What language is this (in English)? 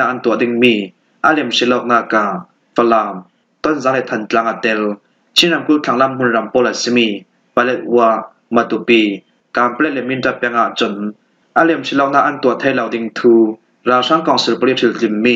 Falam Chin